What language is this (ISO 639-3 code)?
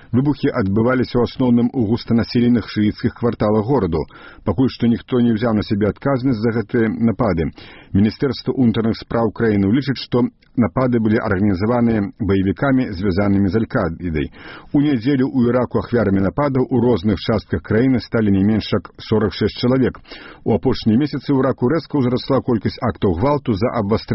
bel